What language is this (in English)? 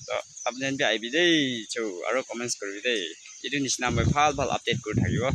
Naga Pidgin